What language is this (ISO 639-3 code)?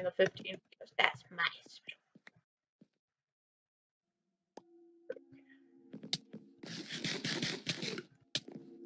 eng